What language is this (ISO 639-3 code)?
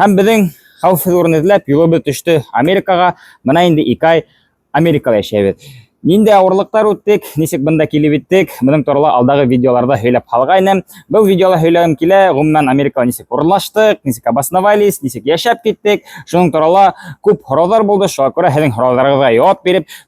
bak